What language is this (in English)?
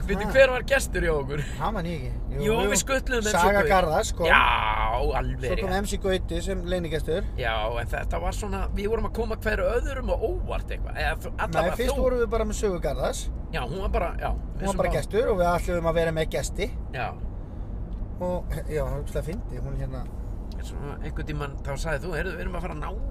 Icelandic